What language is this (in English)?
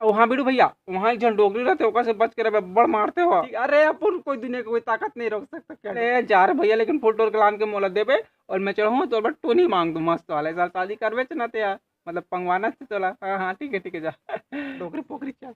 Chhattisgarhi